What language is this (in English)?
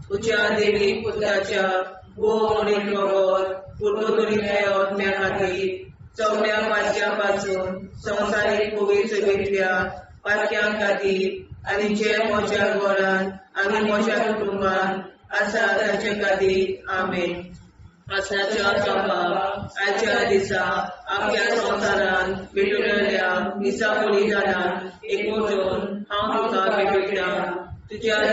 Konkani